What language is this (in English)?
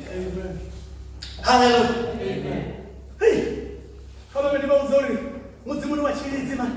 Venda